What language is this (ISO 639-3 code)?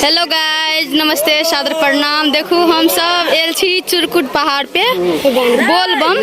mai